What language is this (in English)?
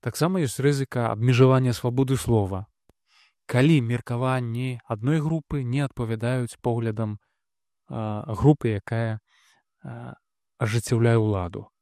Belarusian